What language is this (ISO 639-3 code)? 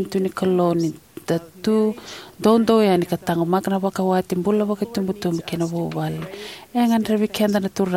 fij